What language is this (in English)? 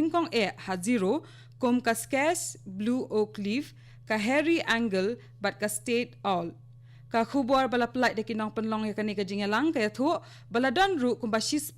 Khasi